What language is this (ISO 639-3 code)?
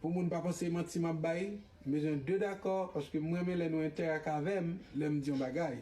hat